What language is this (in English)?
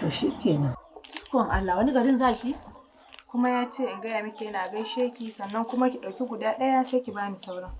Hausa